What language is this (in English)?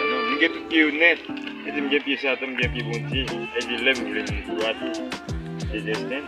Haitian Creole